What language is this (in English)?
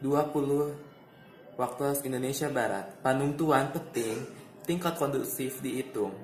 Sundanese